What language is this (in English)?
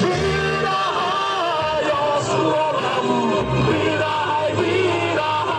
Yakut